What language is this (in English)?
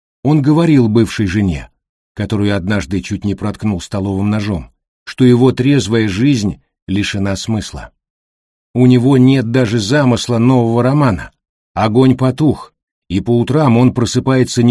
Russian